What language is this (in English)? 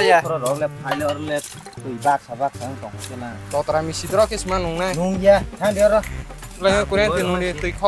Kok Borok